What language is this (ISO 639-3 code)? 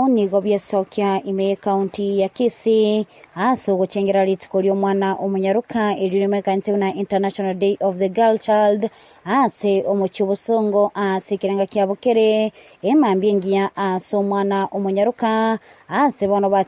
guz